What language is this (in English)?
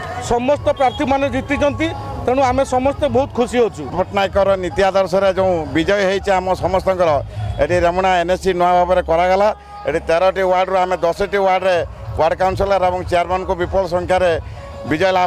Odia